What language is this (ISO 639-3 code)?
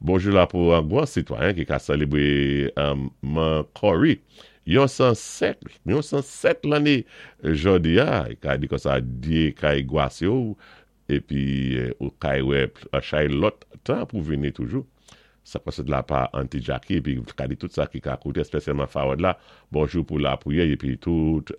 acf